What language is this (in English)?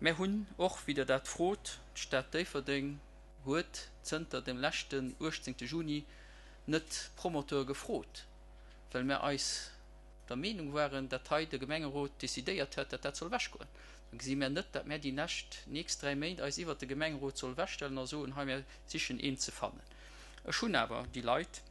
Luxembourgish